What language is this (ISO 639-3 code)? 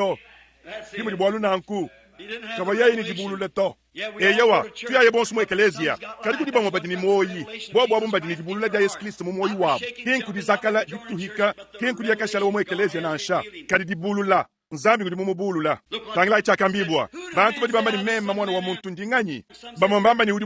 lua